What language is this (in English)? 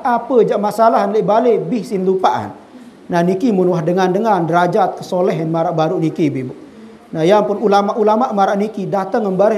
Sasak